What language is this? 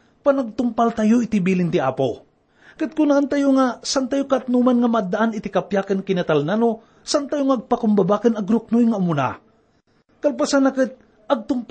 Iloko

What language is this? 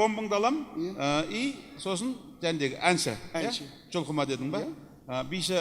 Kazakh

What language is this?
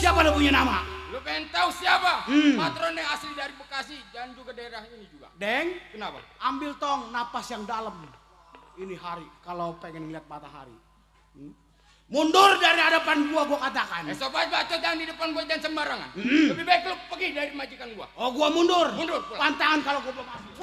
Betawi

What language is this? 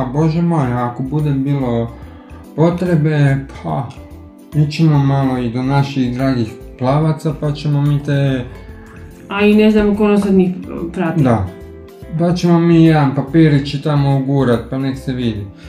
Croatian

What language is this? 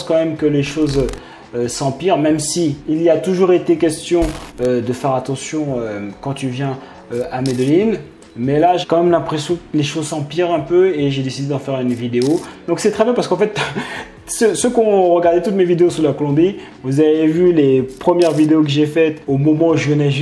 French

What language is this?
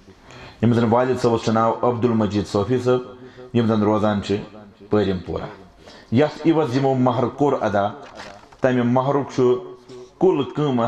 Kashmiri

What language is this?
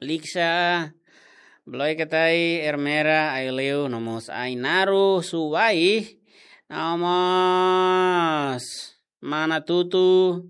Tetum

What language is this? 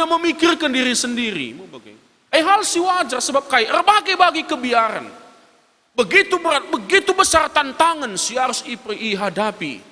Batak Karo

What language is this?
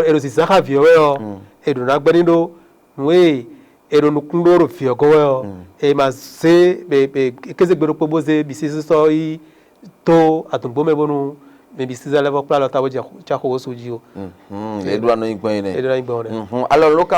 Fon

